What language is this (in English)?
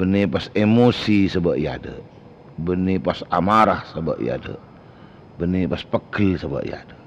Madurese